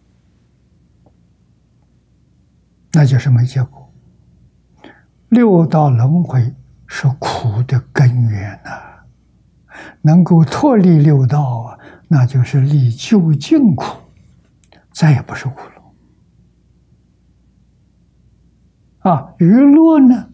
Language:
Chinese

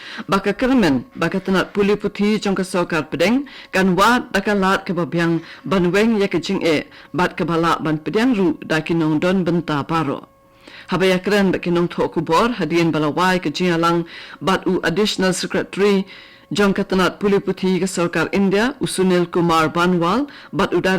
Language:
Khasi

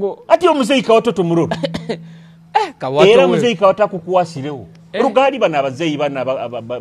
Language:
Nyoro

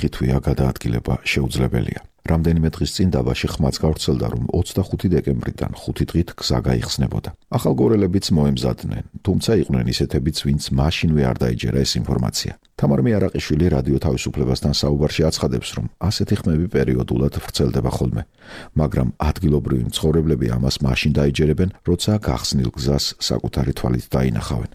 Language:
Georgian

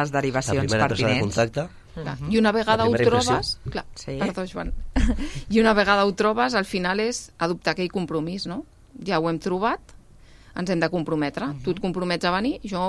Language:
Catalan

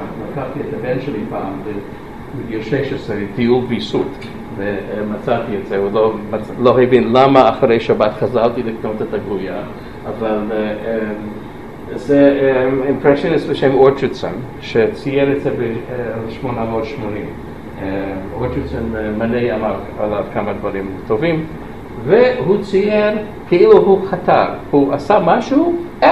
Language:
Hebrew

